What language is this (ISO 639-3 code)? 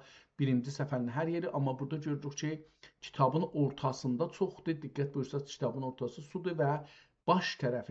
azb